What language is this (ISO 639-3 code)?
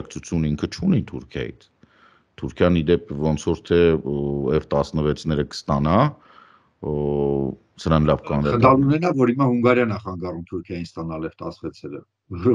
hye